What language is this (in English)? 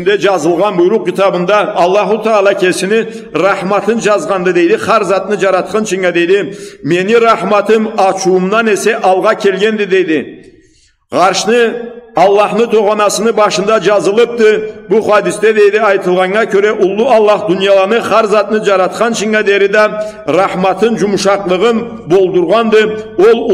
Karachay-Balkar